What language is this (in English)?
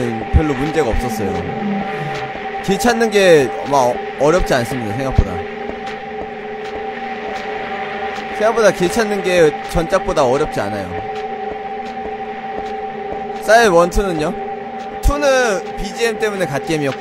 Korean